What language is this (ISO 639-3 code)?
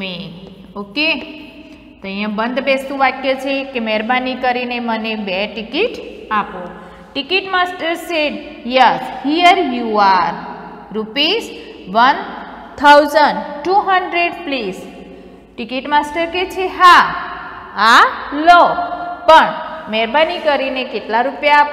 guj